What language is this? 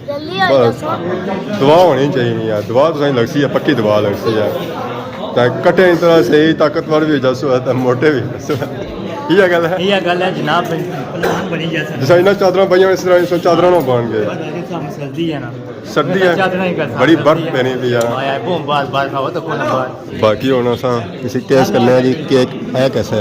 Pahari-Potwari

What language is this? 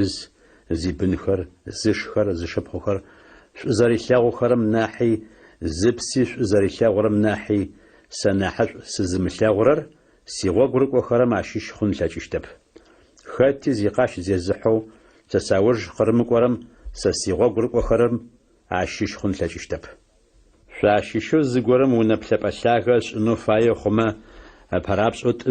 Adyghe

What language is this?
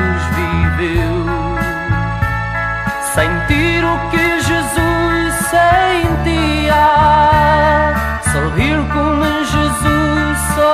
Portuguese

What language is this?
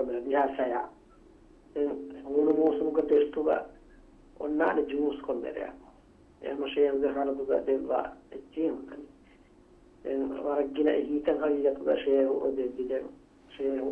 Divehi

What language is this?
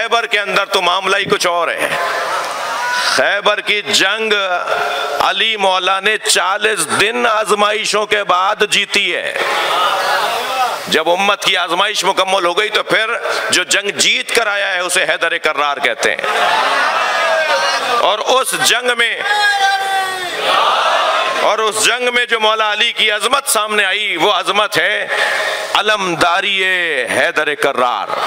Urdu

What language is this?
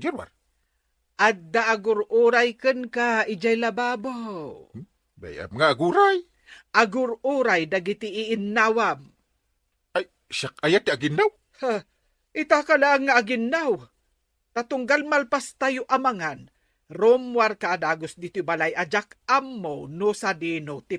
Iloko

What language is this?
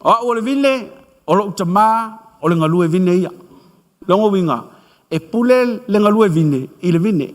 Samoan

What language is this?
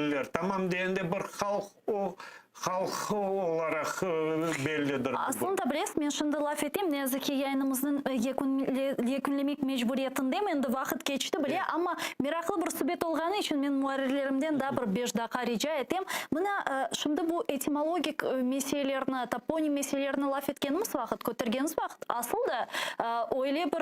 Crimean Tatar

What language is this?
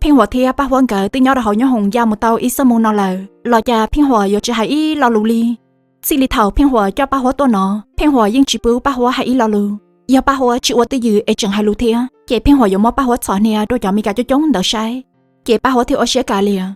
Hmong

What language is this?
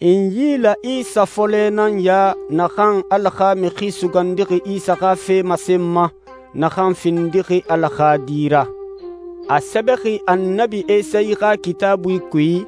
Susu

